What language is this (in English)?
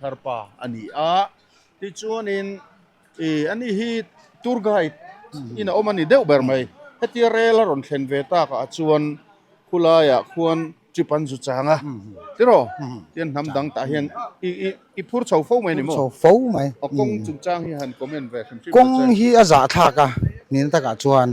Mizo